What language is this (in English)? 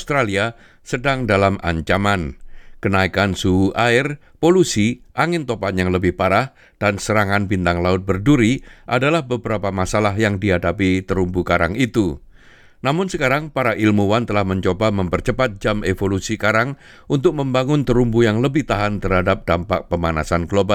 Indonesian